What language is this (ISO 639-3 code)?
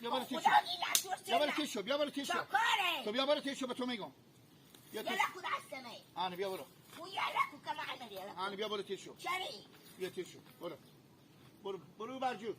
haz